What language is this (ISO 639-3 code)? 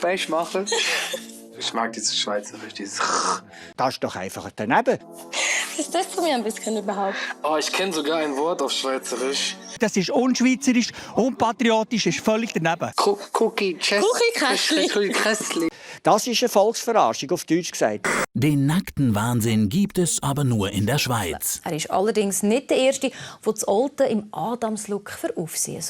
gsw